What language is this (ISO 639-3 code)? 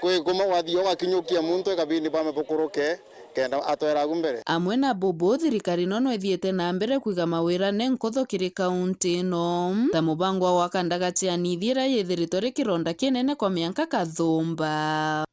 mer